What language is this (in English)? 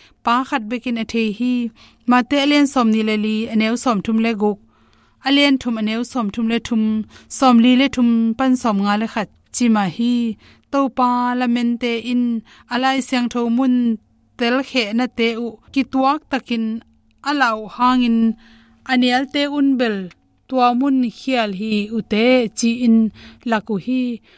Tedim Chin